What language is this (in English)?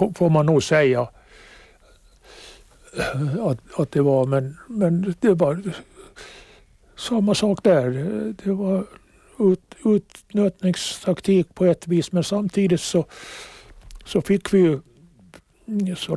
Swedish